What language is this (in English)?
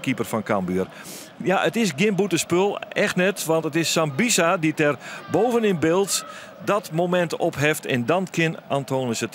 Western Frisian